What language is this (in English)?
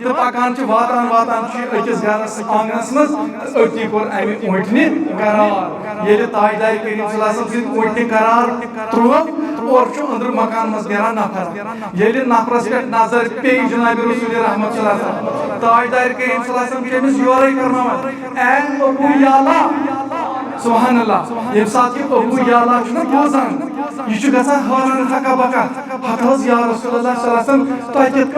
Kashmiri